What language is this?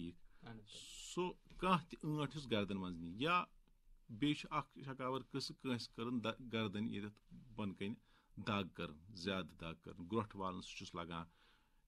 Kashmiri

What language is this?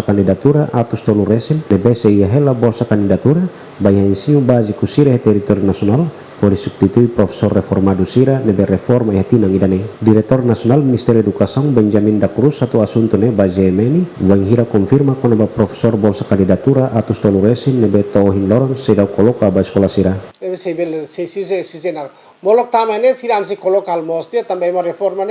Tetum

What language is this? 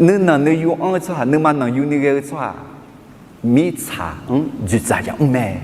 Akha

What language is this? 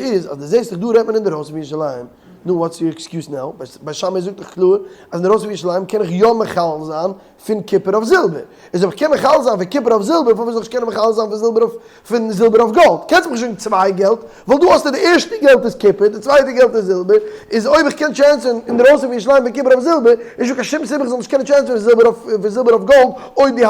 Yiddish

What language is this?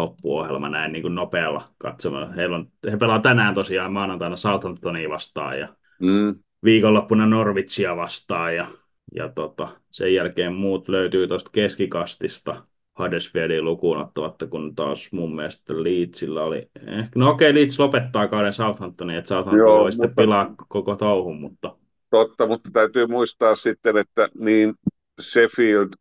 Finnish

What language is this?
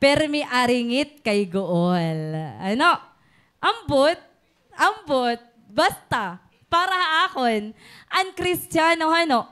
Waray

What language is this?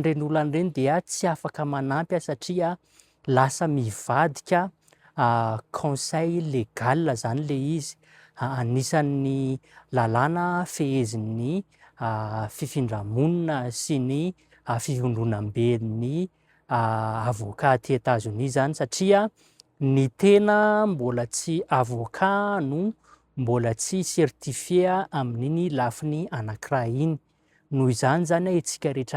Malagasy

